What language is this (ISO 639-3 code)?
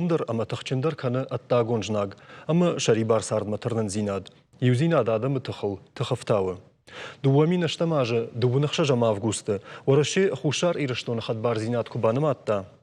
oss